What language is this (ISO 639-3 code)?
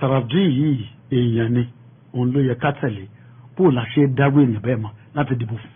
yor